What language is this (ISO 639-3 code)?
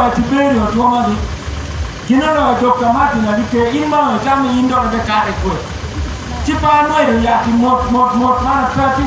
ach